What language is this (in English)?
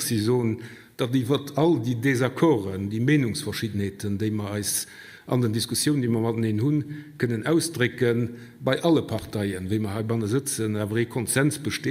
Luxembourgish